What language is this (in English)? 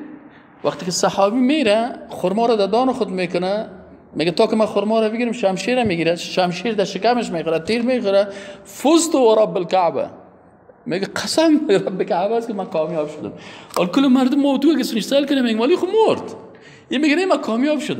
Persian